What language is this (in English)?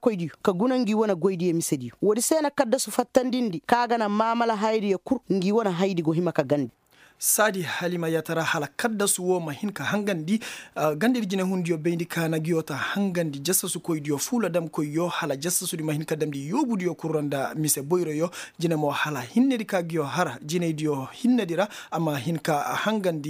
Koyraboro Senni